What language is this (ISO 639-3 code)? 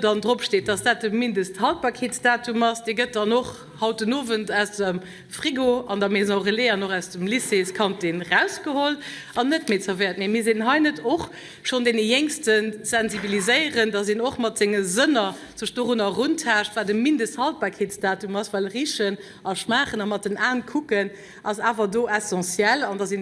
ltz